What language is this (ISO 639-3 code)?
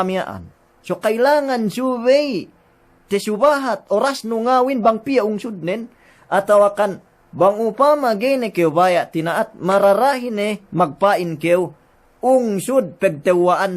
yka